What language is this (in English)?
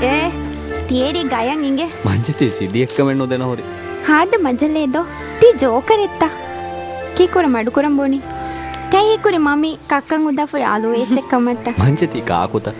Divehi